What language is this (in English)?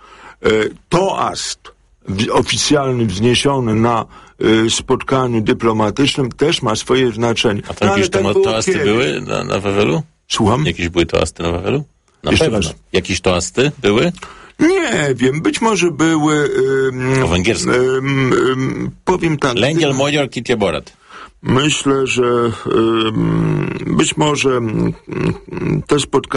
Polish